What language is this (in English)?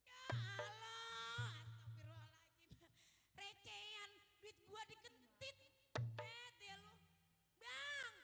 Betawi